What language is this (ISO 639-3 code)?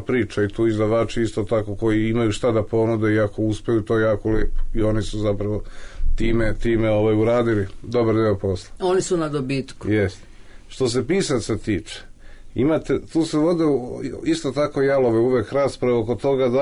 srp